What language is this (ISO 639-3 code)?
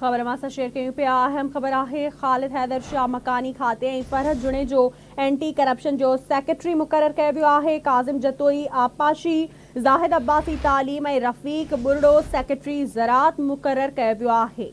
snd